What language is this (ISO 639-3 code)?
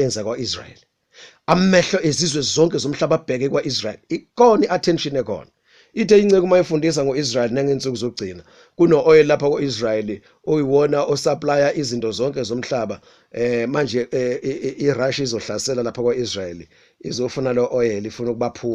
zul